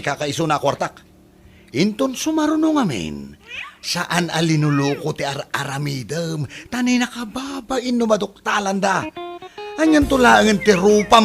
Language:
Iloko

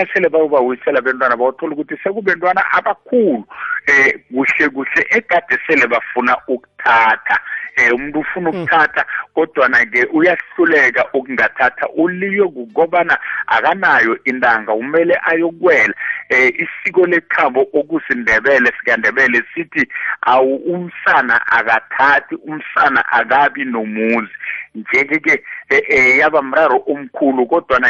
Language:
South Ndebele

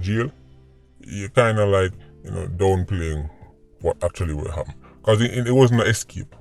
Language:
Jamaican Creole English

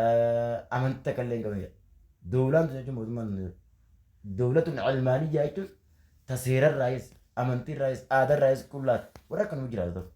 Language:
Oromo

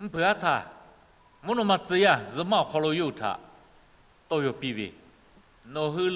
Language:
Lahu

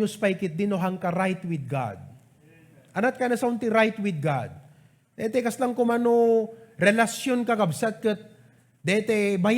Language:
Iloko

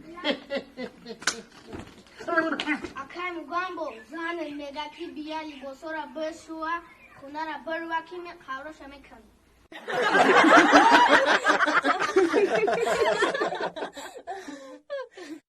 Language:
Tajik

